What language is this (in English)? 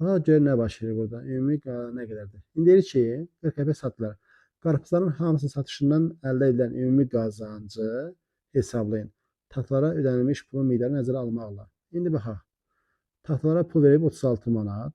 Azerbaijani